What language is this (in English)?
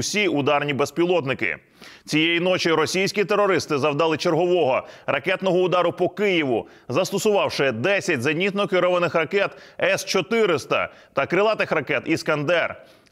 Ukrainian